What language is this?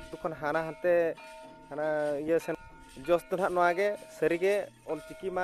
Santali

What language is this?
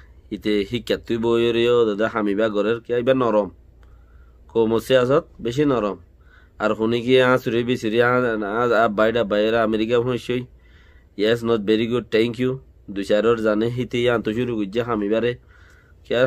Rohingya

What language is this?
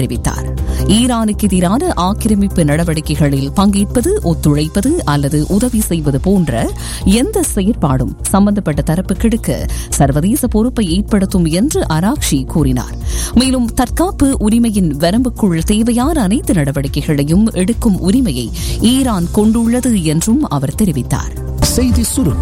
Tamil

